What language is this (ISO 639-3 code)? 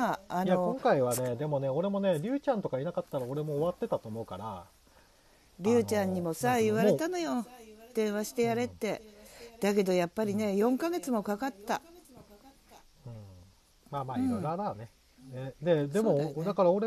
jpn